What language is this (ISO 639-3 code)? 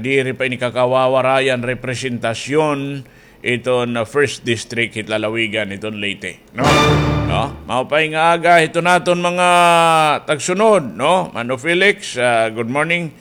war